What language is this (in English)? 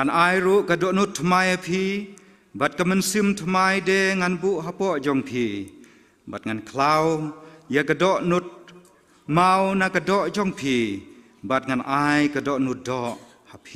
Khasi